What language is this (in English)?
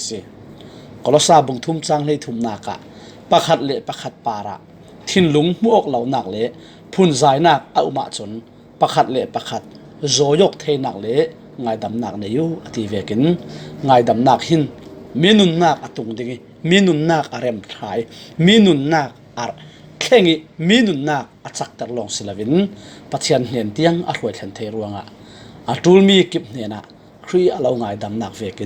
Falam Chin